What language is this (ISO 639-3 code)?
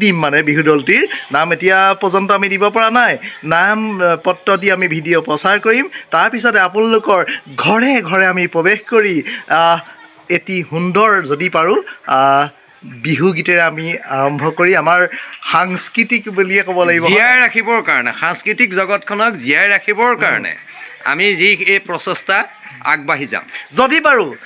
asm